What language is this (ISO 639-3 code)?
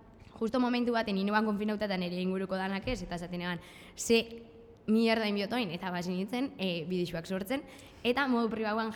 eus